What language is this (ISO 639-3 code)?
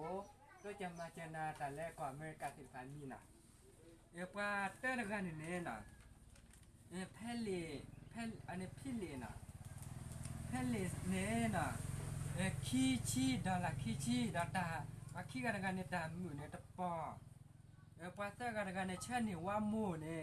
ksw